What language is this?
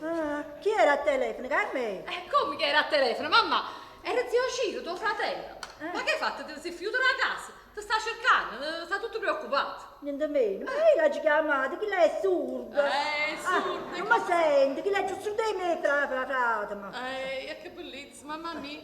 Neapolitan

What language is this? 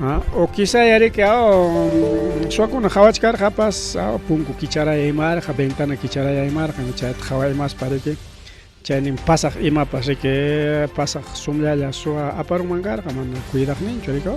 Ayacucho Quechua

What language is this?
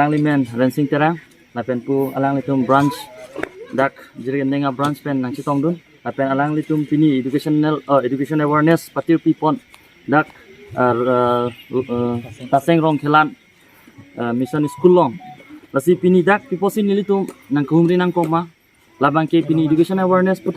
Karbi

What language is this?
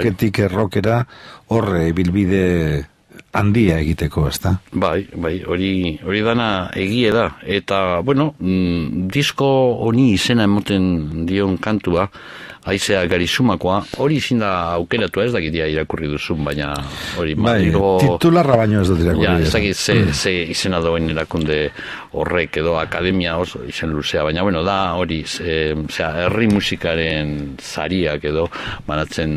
Basque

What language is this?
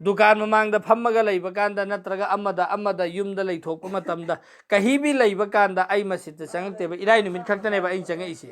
Manipuri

